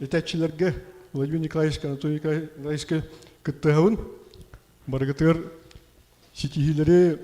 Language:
Yakut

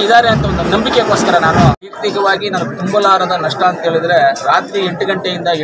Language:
Kannada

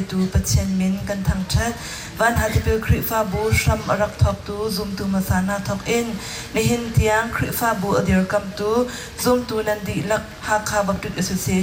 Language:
Hakha Chin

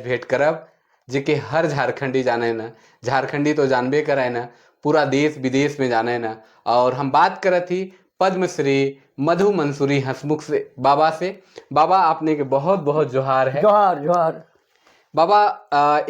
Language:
Sadri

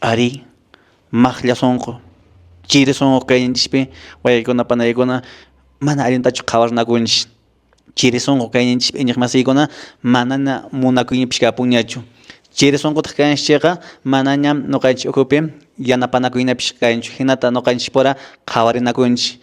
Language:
Quechua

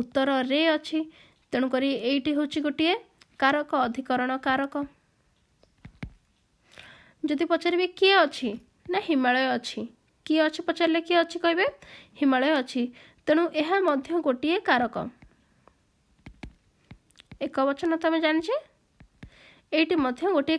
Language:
Odia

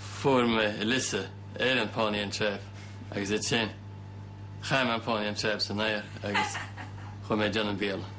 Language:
Irish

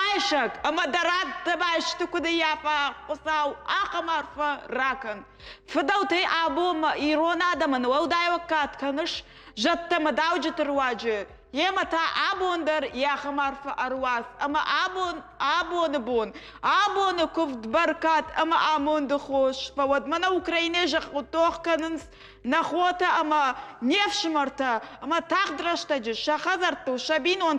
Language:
Ossetic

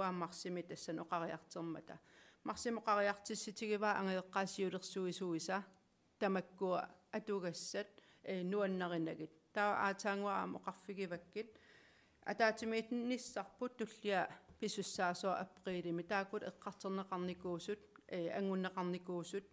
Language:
Kalaallisut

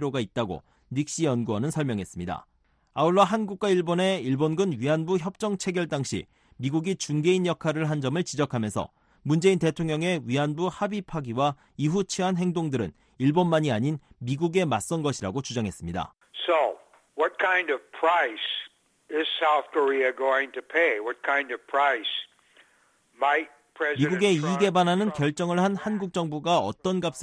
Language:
Korean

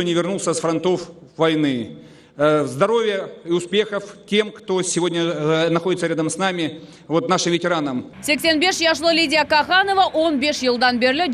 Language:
Crimean Tatar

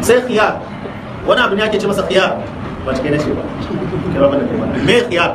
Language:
Hausa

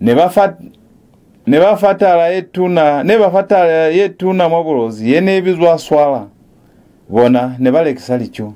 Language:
Lozi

